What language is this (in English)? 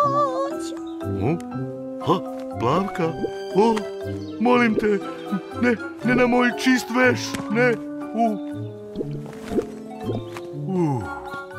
Serbian